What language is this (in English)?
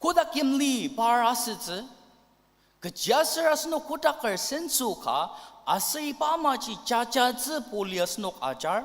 Ao Naga